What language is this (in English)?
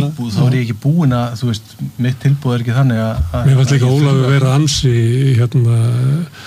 Icelandic